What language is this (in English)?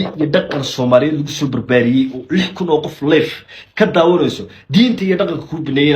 Somali